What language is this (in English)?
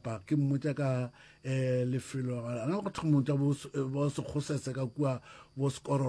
Northern Sotho